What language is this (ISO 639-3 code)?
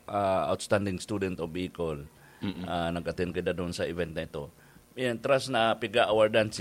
bik